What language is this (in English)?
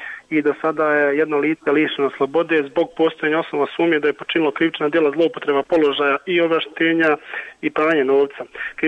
Bosnian